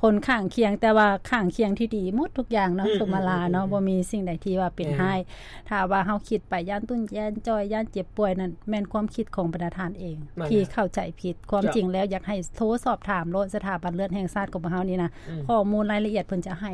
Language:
Lao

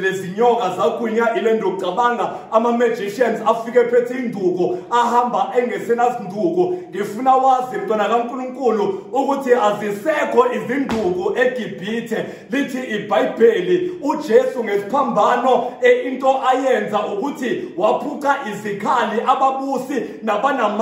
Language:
Zulu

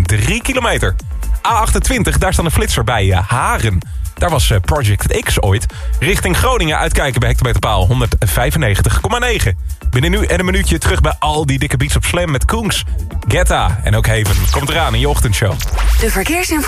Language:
Dutch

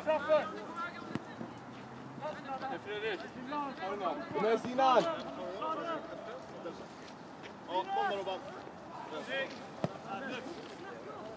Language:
Swedish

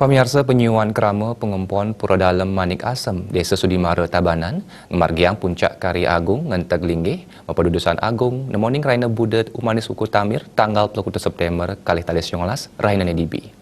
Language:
Balinese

